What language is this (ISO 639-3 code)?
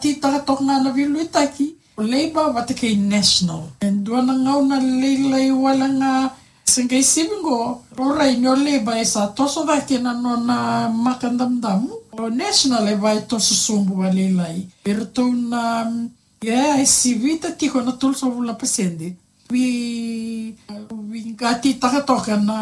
fij